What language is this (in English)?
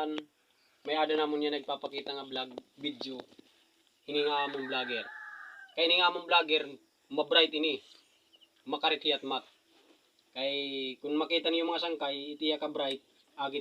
Waray